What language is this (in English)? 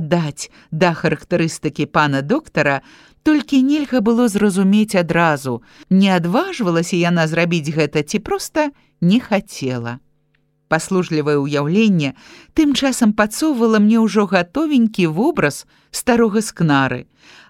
Belarusian